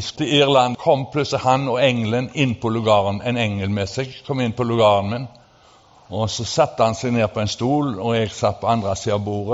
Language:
Norwegian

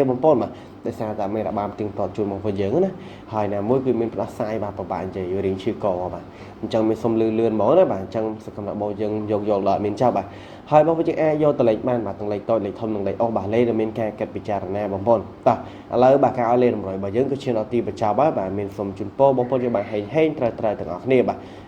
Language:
Khmer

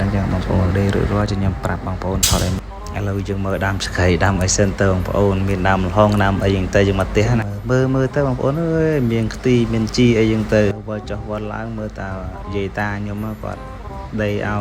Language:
Khmer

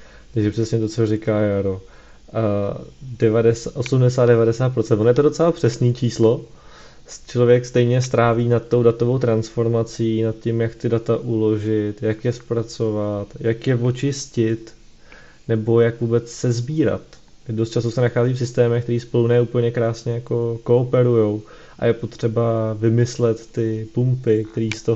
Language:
Czech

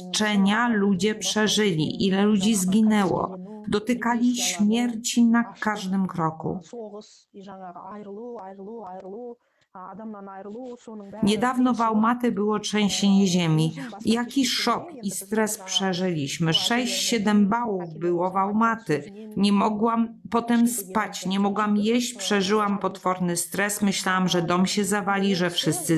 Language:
Polish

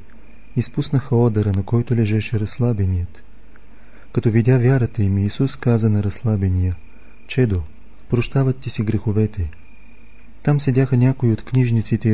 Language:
Bulgarian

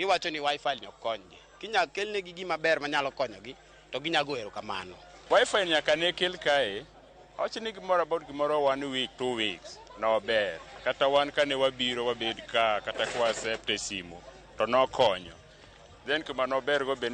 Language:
Luo (Kenya and Tanzania)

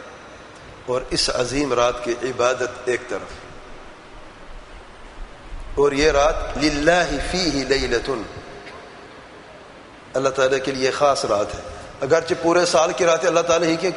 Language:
Urdu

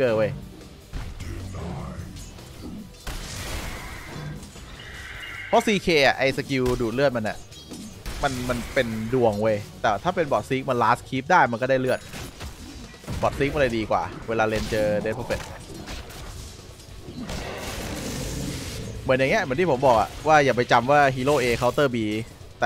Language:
Thai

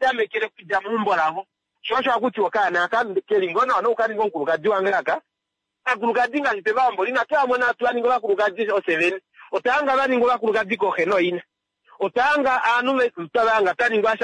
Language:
Kuanyama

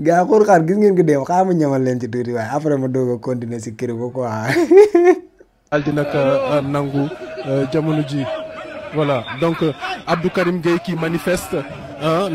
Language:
Wolof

